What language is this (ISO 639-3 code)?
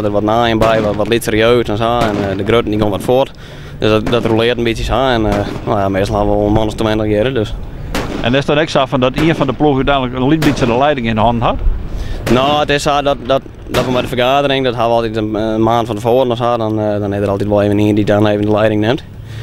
fry